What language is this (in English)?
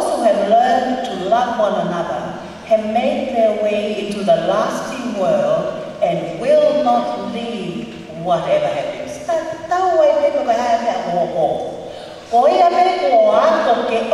Tongan